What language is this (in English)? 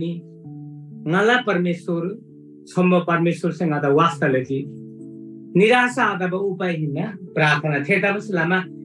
Eastern Tamang